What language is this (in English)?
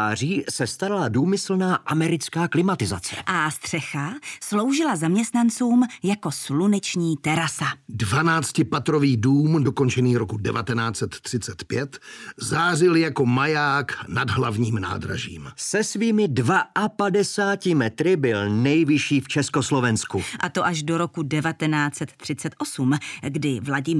Czech